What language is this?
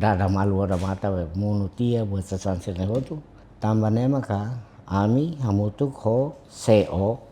Tetum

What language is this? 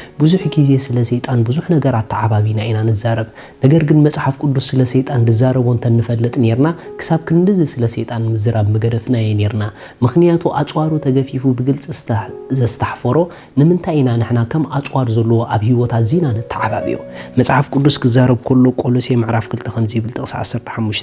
Tigrinya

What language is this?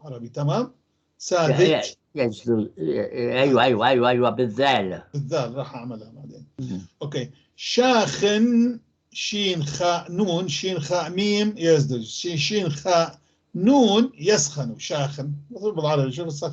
North Levantine Arabic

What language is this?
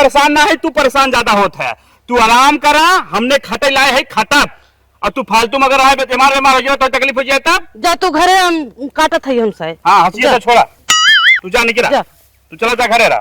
Awadhi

